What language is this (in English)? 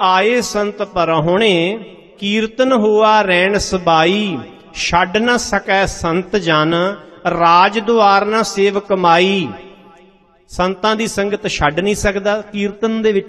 Punjabi